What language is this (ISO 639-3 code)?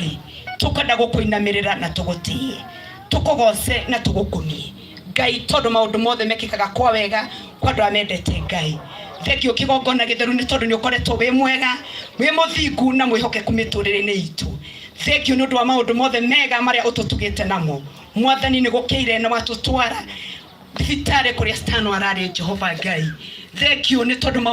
kik